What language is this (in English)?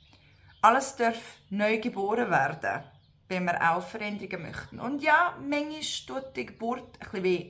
Swiss German